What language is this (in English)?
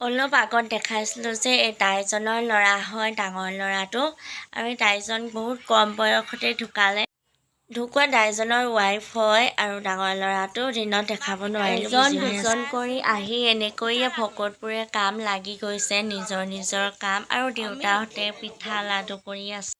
Assamese